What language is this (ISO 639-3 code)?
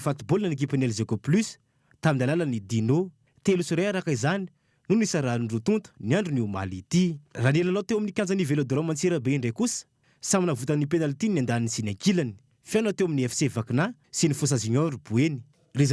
mlg